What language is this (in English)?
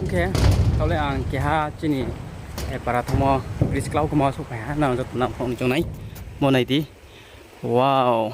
Riang (India)